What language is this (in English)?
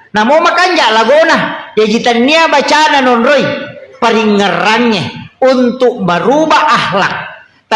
Buginese